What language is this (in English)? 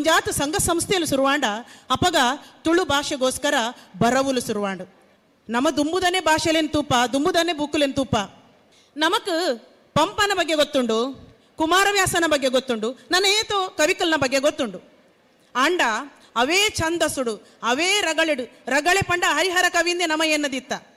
Tulu